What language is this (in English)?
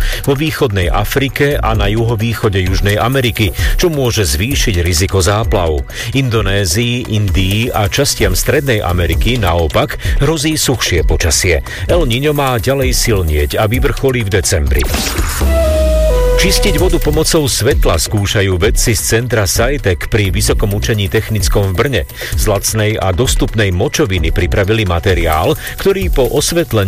Slovak